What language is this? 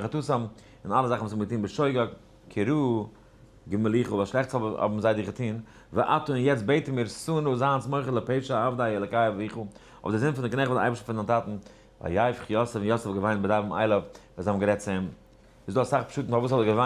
Yiddish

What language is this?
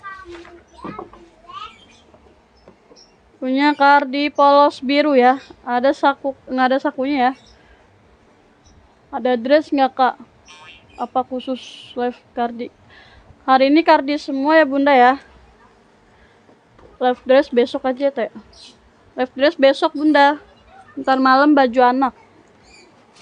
Indonesian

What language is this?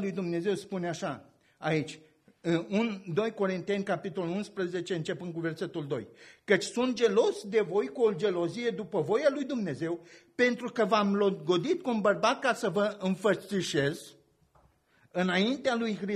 Romanian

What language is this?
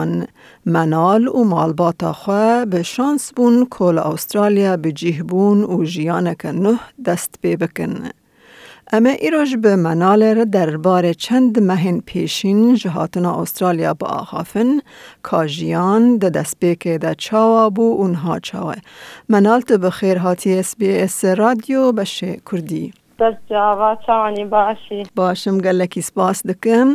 Kurdish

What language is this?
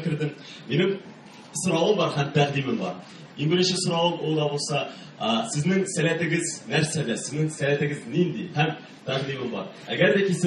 Tatar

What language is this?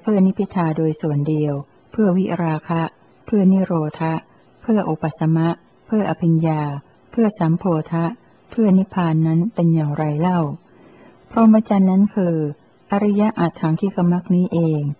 Thai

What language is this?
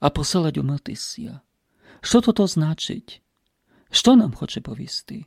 Rusyn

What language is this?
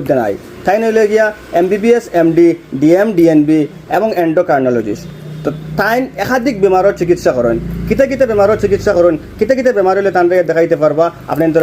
Sylheti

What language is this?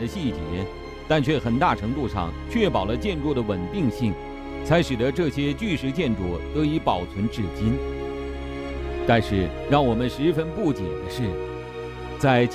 Chinese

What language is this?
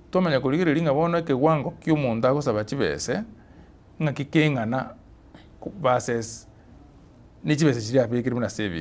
Gusii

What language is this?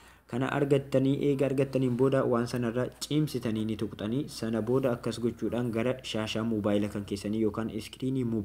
Oromo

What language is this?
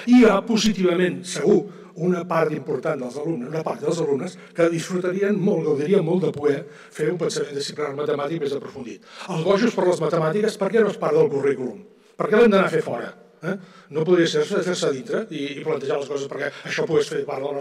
Catalan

